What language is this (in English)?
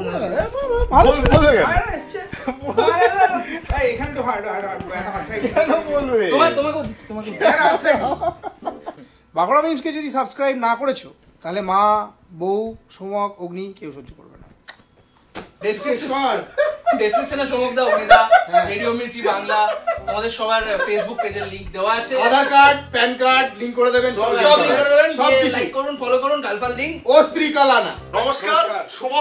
Bangla